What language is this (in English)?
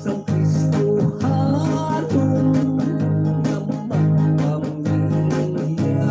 Hiligaynon